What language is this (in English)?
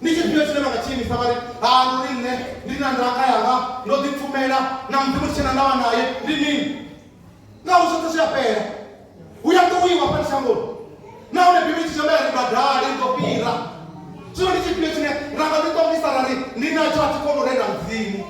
Venda